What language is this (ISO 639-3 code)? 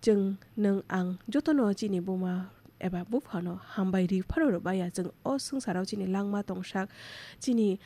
trp